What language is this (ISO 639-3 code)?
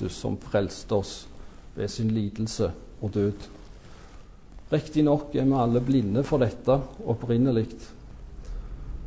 nor